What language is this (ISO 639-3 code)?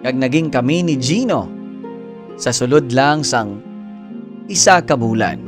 hil